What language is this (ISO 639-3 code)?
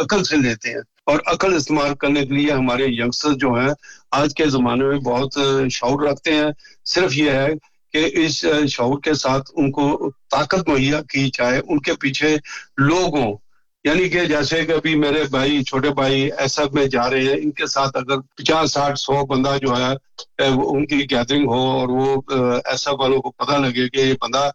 urd